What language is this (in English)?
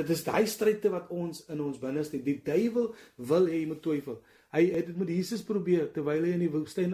Afrikaans